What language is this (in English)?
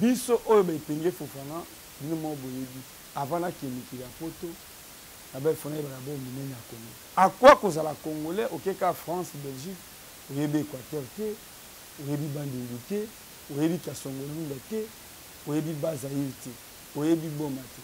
Lingala